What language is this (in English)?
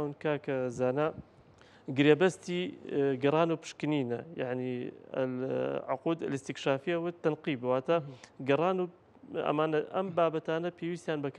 Central Kurdish